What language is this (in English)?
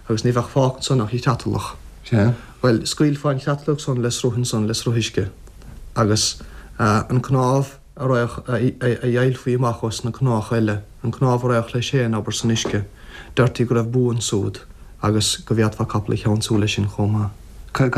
Irish